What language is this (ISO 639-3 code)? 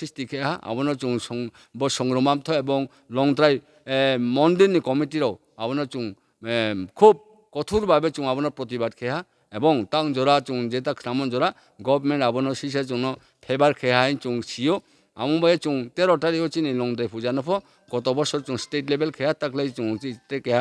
ria